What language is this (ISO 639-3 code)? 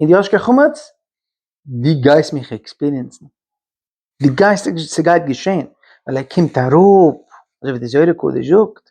yid